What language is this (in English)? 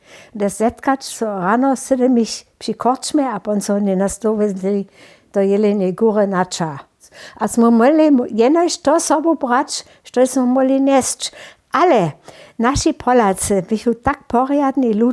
Upper Sorbian